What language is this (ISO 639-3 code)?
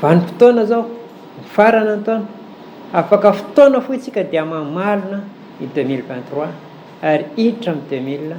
mlg